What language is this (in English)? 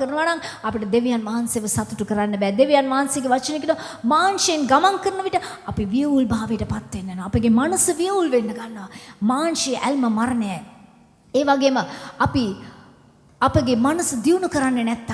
Sinhala